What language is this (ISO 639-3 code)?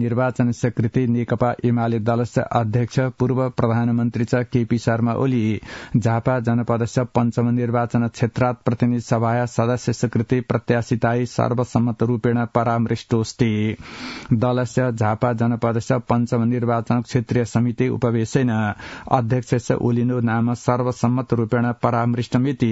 san